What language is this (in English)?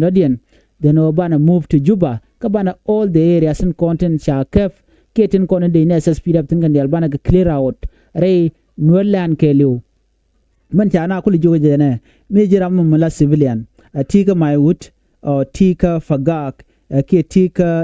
Nuer